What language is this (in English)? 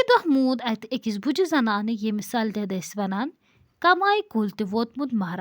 Kashmiri